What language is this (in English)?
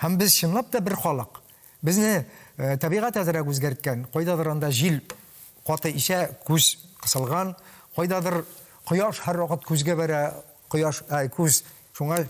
Tatar